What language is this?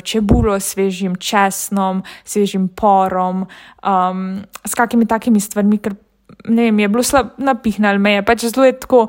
Slovenian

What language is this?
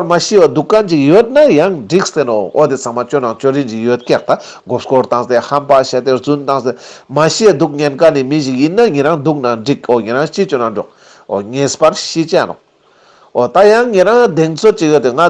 Ladakhi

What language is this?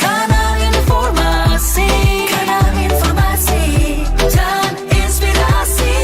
Manado Malay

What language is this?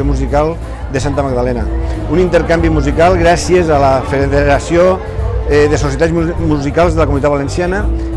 Catalan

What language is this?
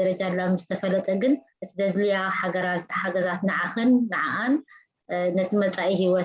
Tigrinya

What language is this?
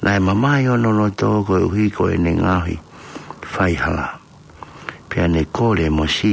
Tongan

